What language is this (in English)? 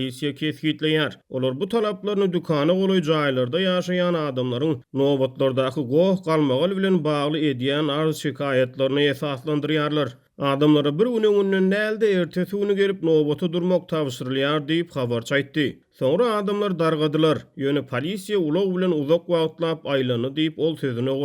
Turkmen